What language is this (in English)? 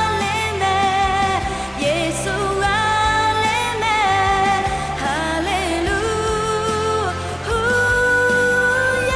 Akha